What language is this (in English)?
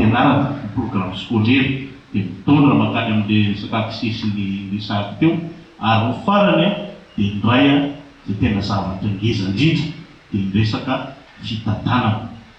Malagasy